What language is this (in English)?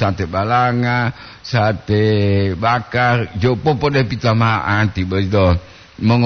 Gorontalo